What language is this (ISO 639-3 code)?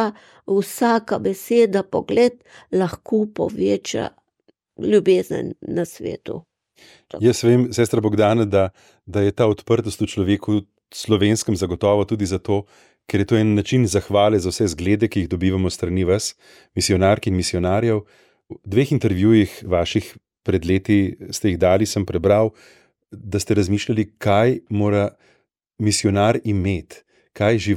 slv